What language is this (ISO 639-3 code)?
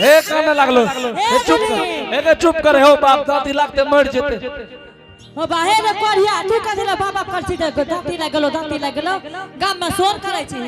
anp